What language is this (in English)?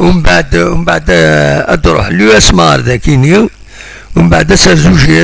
Kabyle